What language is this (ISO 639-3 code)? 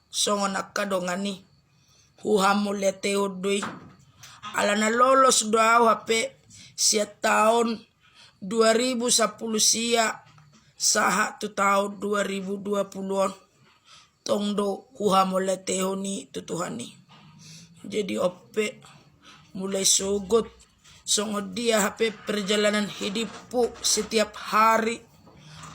bbc